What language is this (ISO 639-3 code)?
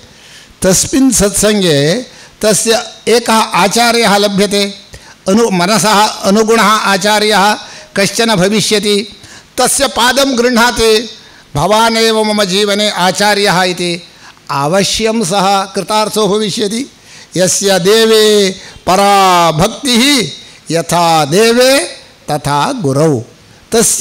san